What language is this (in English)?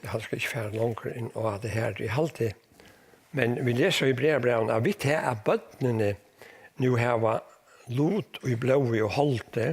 Faroese